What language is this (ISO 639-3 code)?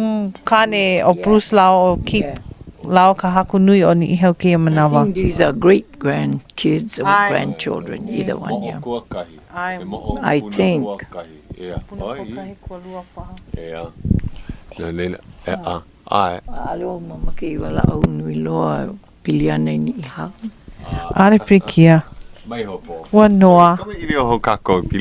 haw